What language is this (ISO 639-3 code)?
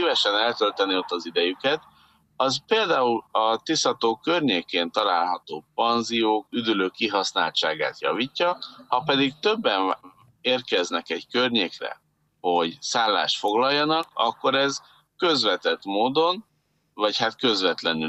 hun